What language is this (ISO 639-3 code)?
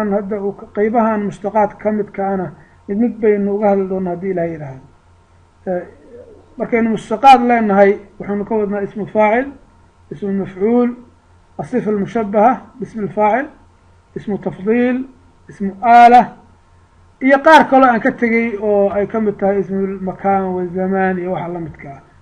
som